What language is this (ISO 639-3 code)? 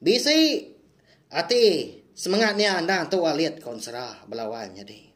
iba